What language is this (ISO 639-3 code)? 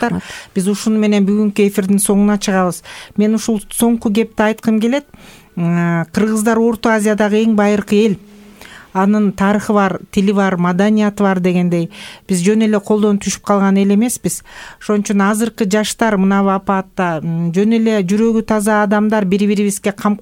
kir